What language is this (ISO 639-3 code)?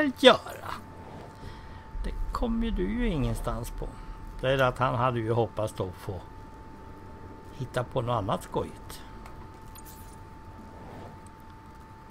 swe